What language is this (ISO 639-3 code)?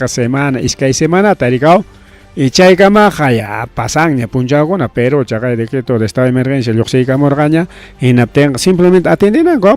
quy